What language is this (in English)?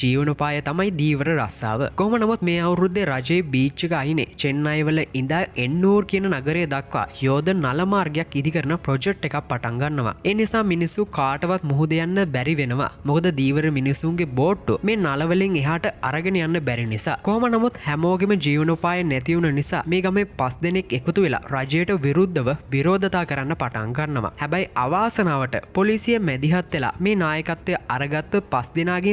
Sinhala